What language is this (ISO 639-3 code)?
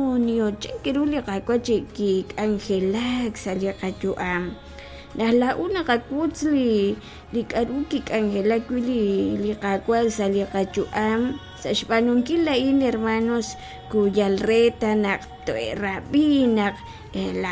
kek